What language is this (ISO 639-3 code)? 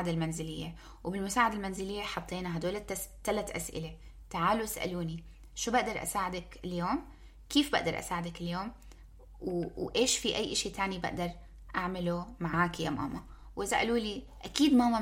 apc